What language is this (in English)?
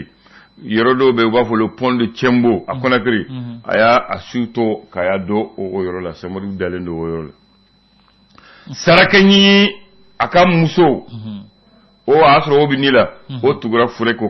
Bambara